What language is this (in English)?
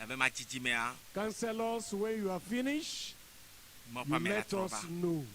Ewe